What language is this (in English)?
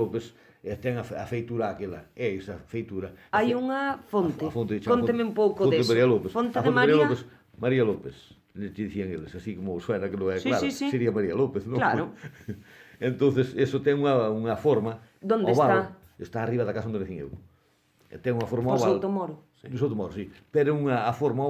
Galician